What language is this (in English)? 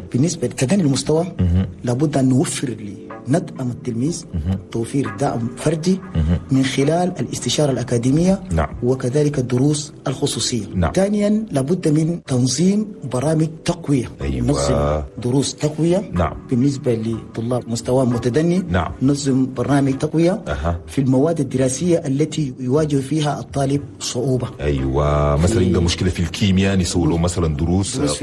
Chadian Arabic